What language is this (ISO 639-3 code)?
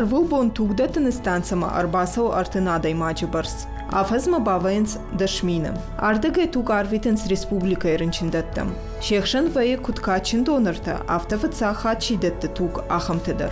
oss